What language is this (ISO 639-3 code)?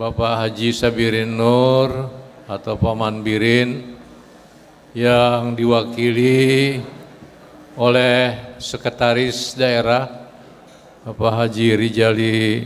bjn